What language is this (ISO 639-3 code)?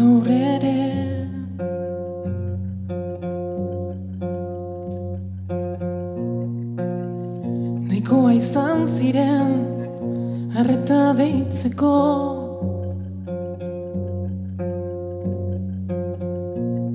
eus